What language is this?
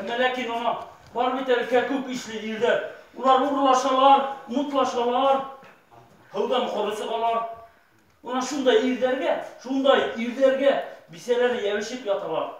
Bashkir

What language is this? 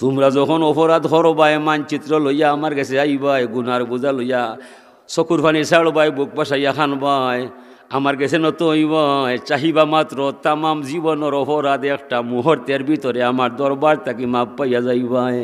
Sylheti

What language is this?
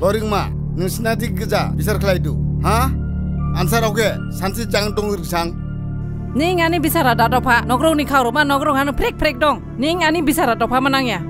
Dimasa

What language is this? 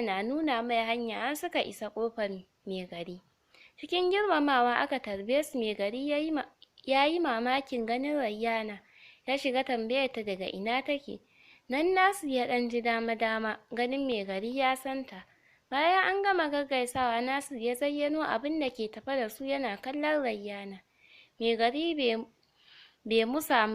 Hausa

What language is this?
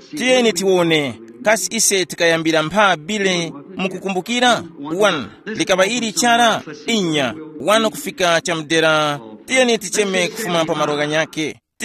Tumbuka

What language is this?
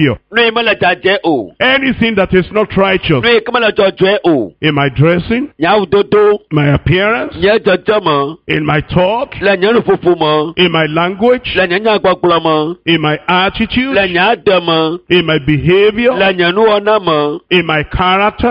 Ewe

